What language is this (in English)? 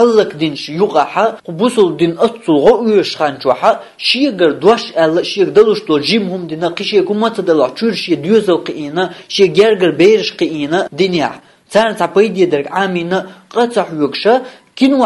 Chechen